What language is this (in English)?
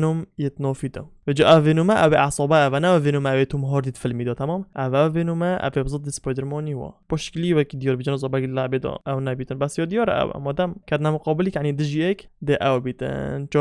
Kurdish